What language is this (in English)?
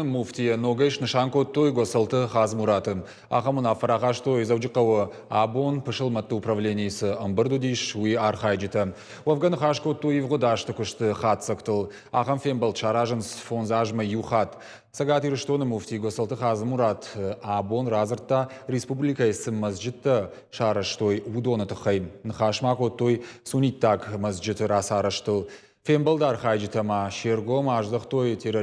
Ossetic